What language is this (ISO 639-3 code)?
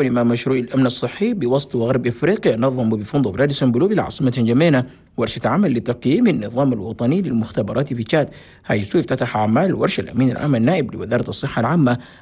ara